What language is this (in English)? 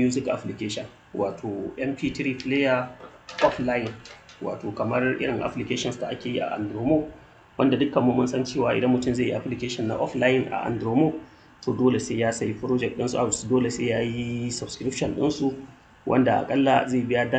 Hausa